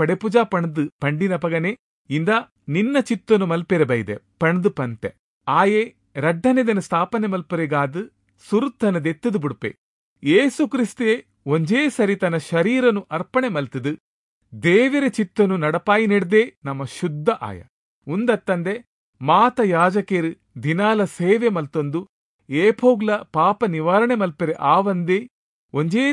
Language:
Tulu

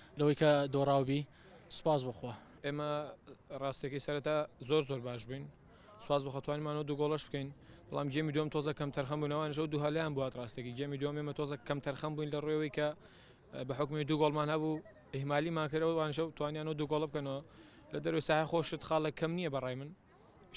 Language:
Central Kurdish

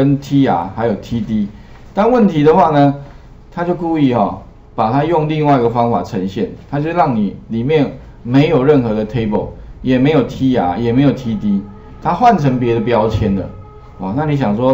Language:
Chinese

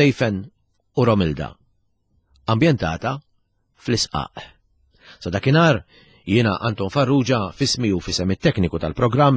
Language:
Maltese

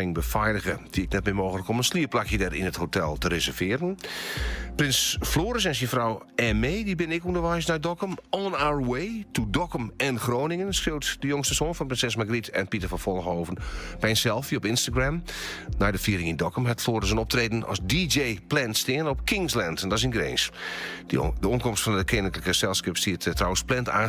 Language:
Western Frisian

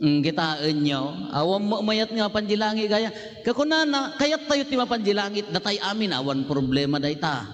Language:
Iloko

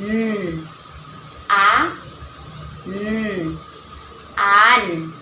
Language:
Waray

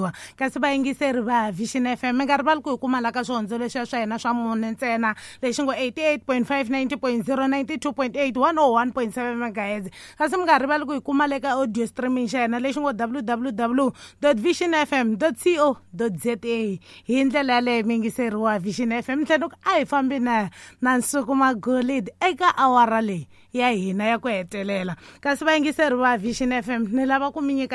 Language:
Tsonga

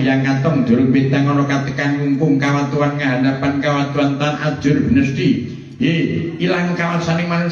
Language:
Javanese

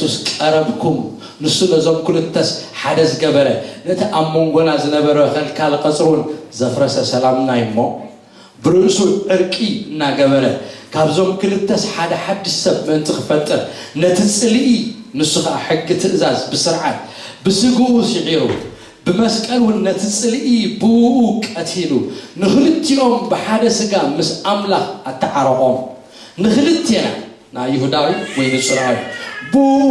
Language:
Tigrinya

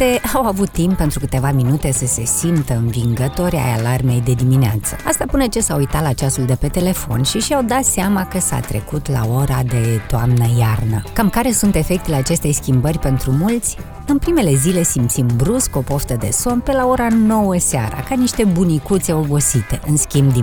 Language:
Romanian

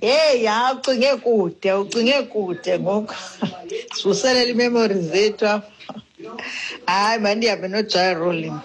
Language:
Xhosa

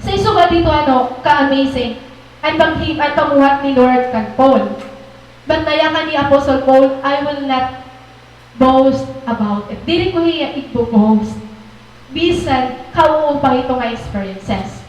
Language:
Waray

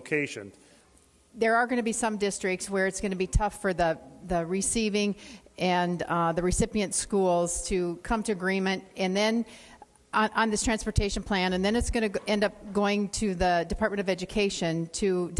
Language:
English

